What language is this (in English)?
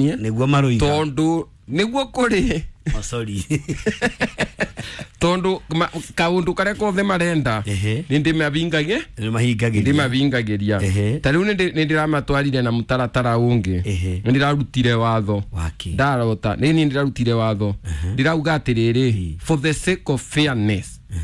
Kikuyu